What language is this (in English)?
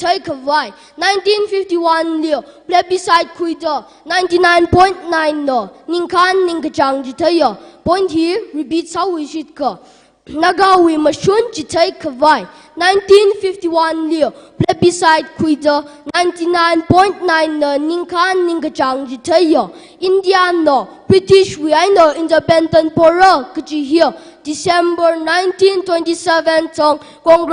Tangkhul Naga (India)